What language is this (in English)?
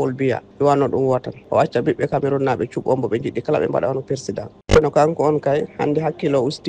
Fula